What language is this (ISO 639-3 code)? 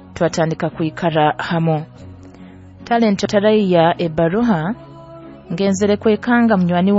nyo